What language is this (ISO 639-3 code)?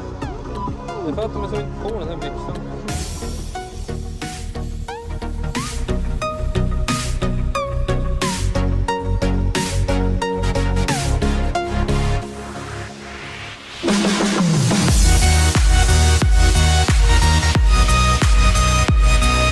swe